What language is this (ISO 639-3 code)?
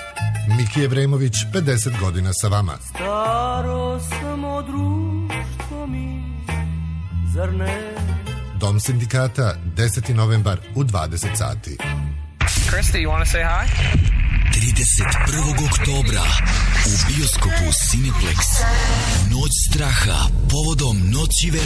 srp